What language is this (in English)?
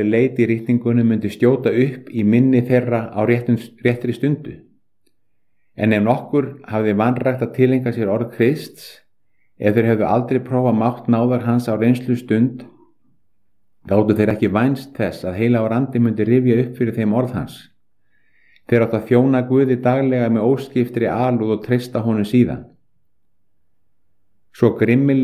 Icelandic